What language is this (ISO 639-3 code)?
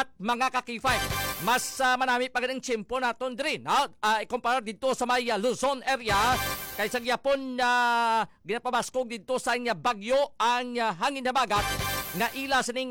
hil